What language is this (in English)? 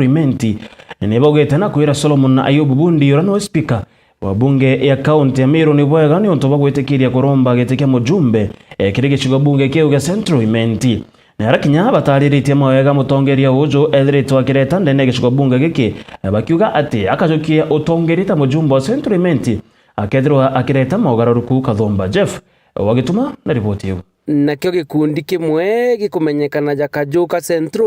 Meru